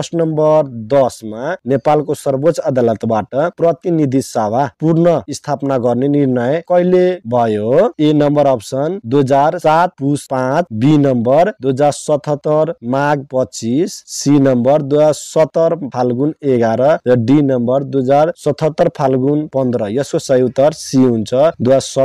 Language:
Nepali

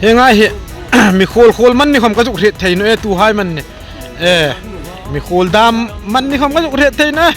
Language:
Hmar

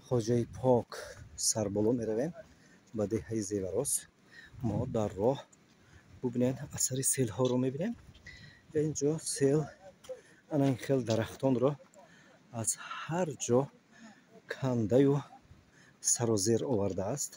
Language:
Tajik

